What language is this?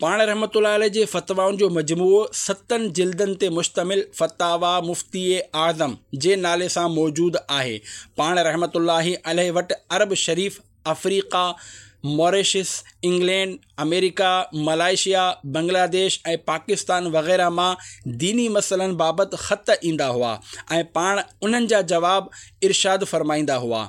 Sindhi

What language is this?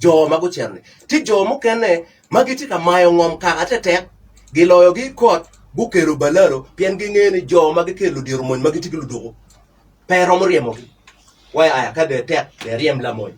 Acoli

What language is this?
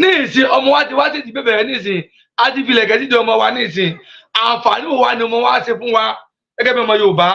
Yoruba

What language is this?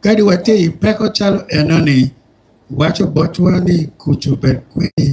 Acoli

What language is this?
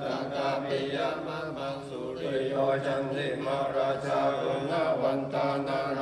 Pali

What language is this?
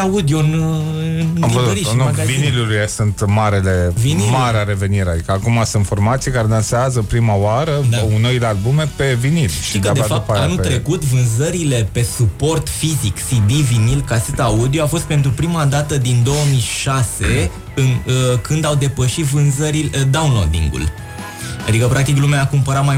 Romanian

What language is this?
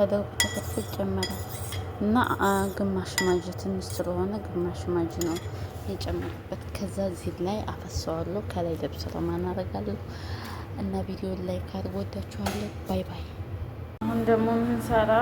Amharic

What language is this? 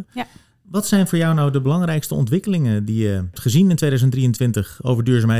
Dutch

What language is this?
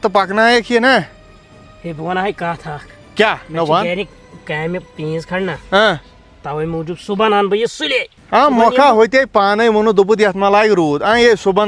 Kashmiri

